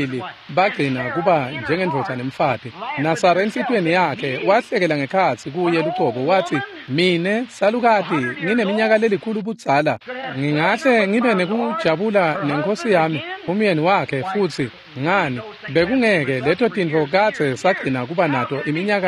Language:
Swati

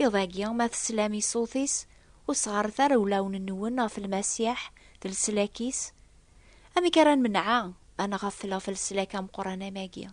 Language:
Kabyle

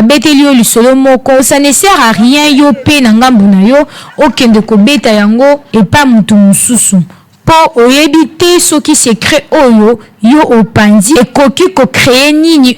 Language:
Lingala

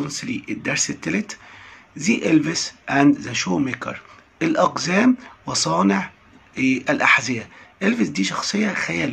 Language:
Egyptian Arabic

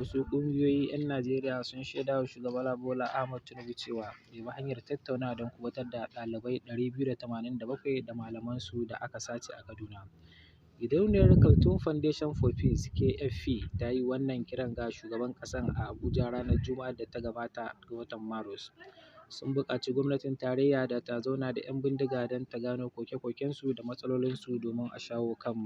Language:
Hausa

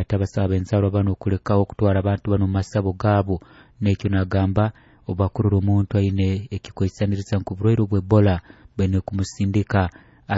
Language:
Nyoro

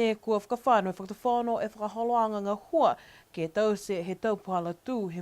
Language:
Niuean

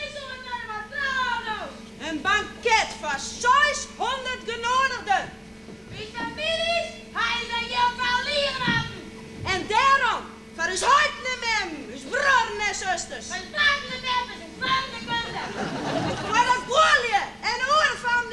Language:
Western Frisian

